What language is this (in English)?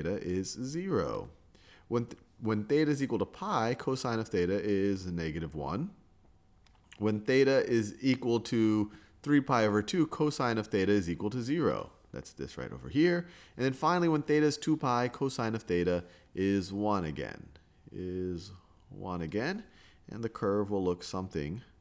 English